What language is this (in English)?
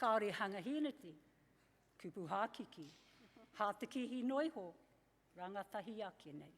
Māori